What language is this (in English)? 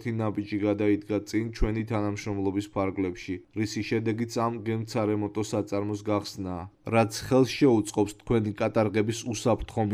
Georgian